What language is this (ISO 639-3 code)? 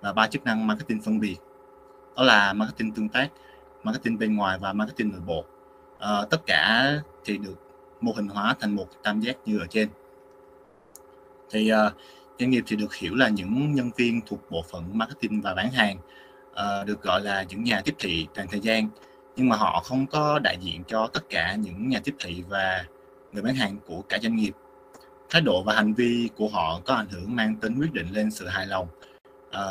vie